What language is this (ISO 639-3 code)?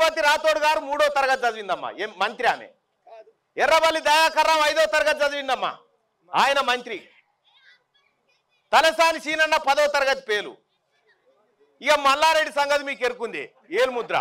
tel